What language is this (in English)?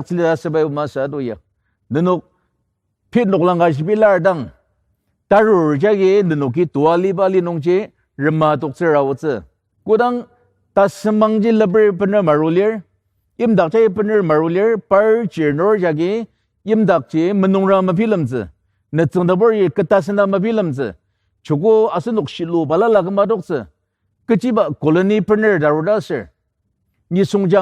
Ao Naga